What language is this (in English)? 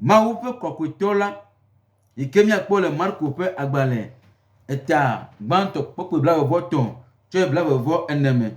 Gen